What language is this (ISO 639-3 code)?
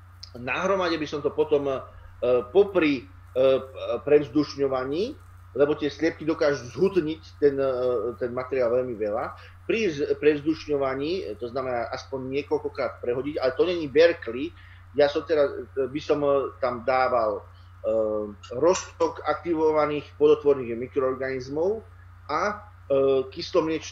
slk